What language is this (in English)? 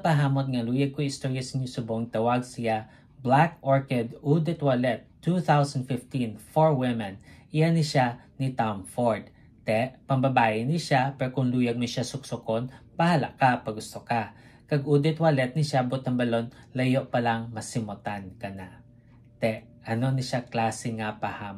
Hiligaynon